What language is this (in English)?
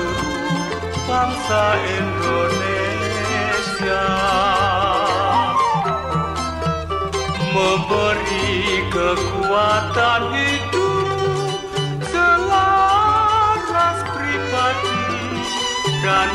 Indonesian